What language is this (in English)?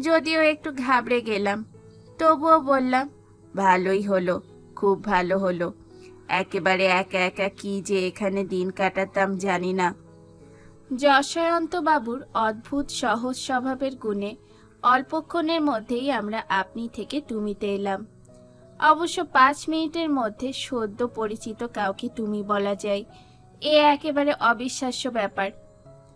Bangla